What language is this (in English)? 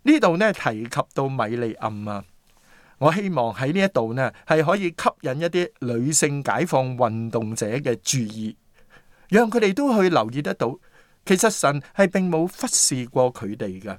Cantonese